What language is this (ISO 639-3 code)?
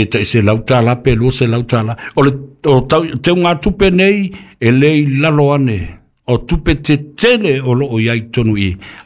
smo